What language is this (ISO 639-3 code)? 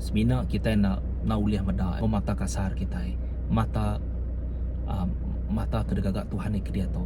iba